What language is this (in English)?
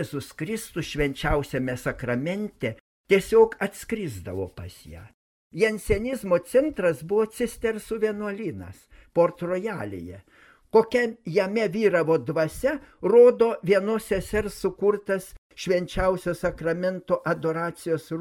Lithuanian